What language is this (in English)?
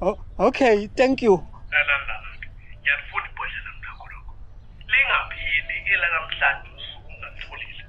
Zulu